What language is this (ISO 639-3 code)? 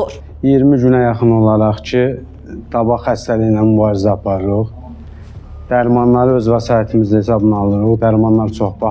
aze